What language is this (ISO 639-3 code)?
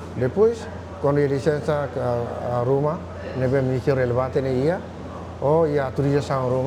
tet